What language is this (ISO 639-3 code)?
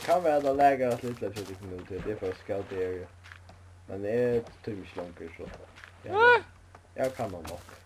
fao